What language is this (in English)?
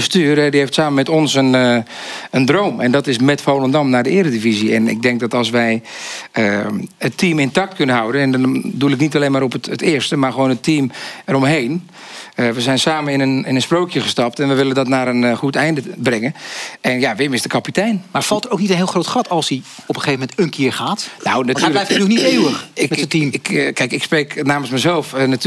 Dutch